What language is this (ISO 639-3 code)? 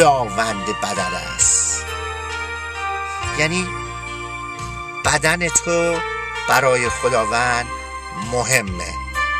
fas